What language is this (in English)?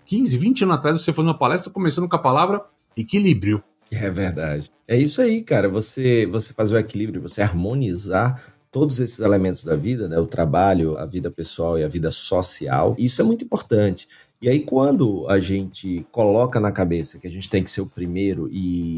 Portuguese